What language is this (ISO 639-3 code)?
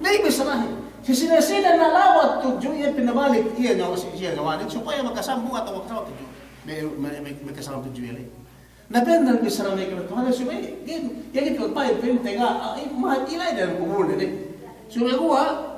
yka